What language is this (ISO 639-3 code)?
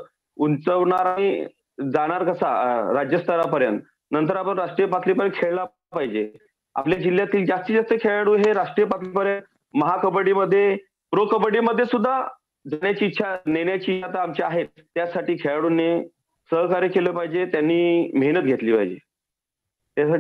mar